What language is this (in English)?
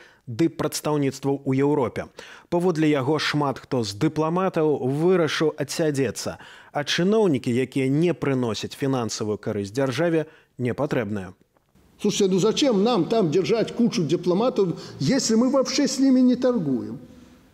Belarusian